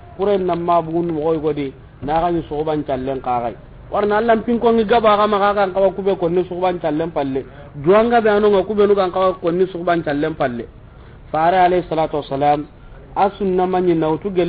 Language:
Soninke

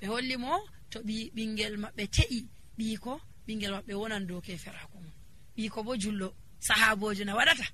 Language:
Nigerian Fulfulde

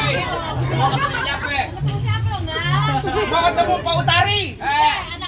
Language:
Betawi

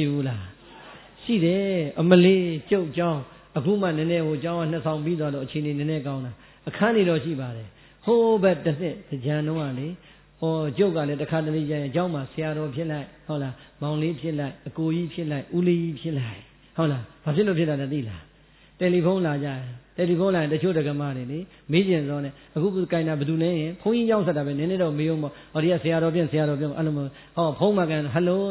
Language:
Burmese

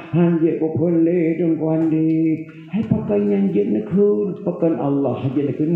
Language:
Achinese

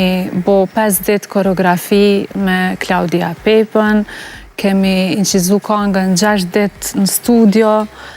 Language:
Albanian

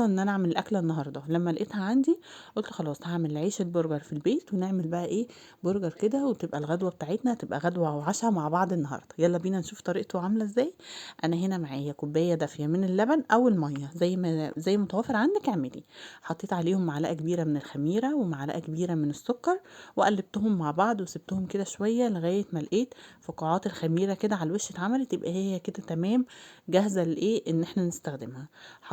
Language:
Egyptian Arabic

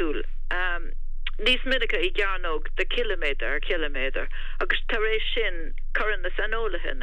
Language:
Irish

